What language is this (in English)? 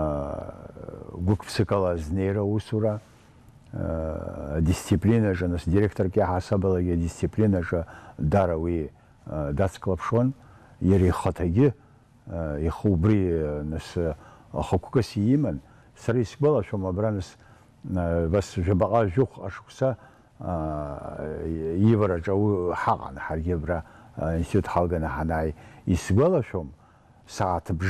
Abkhazian